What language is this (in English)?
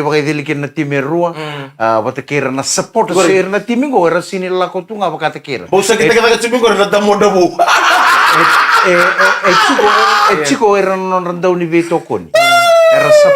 Fijian